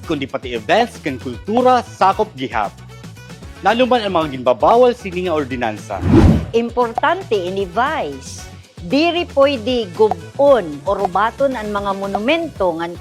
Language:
Waray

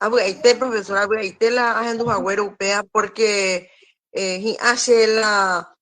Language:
Guarani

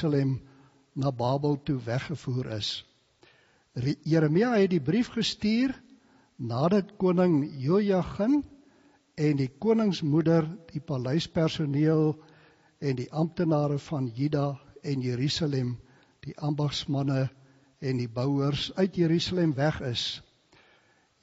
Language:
Afrikaans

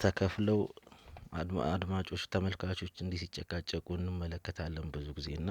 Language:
Amharic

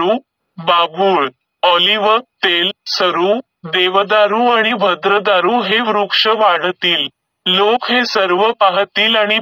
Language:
Marathi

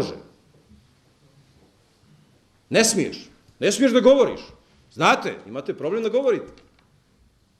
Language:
Bosnian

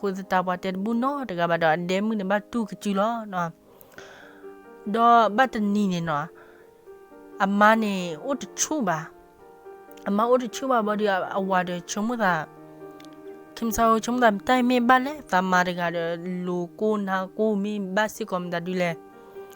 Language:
S'gaw Karen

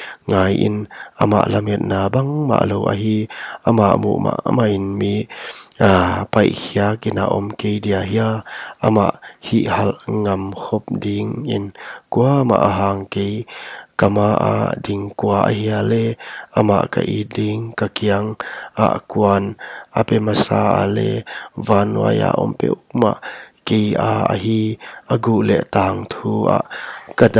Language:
Paite Chin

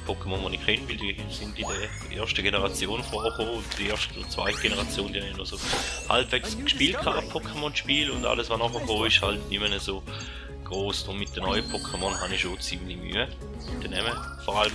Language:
Swiss German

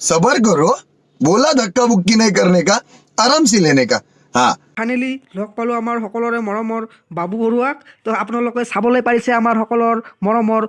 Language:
Assamese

